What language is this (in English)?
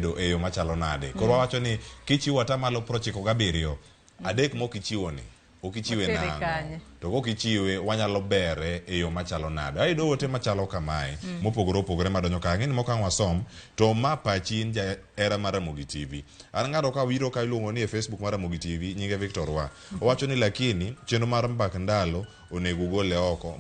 Luo (Kenya and Tanzania)